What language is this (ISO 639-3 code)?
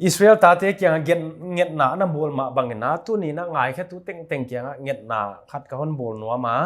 pck